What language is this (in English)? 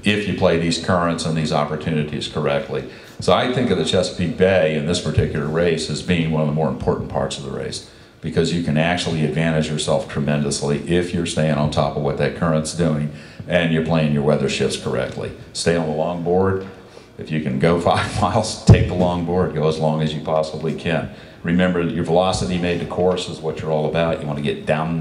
English